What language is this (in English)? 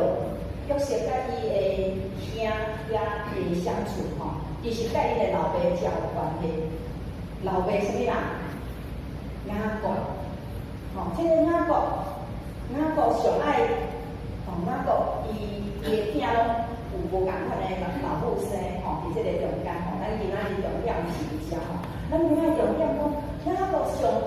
Min Nan Chinese